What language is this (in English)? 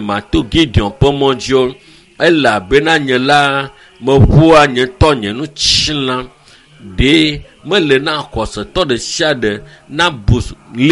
Ewe